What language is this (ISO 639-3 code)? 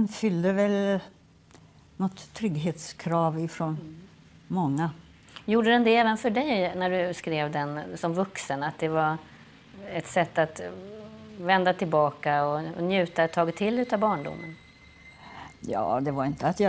swe